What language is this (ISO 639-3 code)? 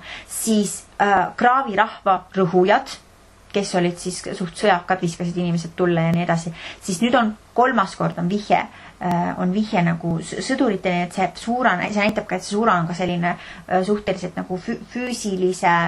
est